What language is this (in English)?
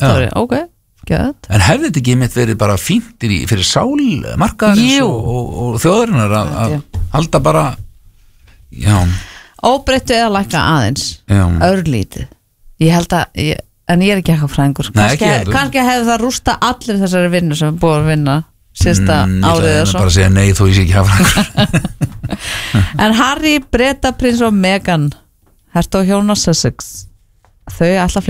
Icelandic